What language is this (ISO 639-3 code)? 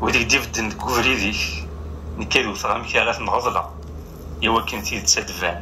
kab